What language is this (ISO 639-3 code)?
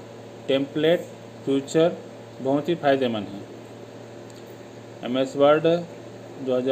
hin